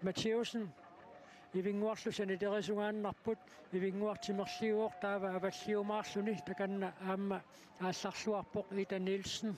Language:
Kalaallisut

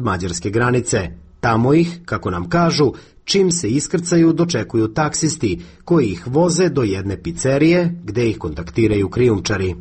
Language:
Serbian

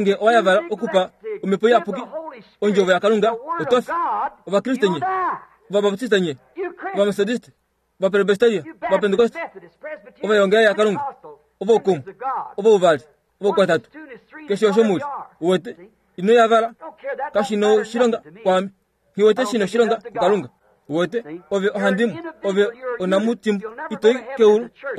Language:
Kuanyama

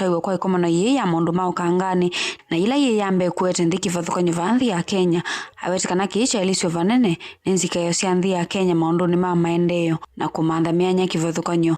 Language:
Kamba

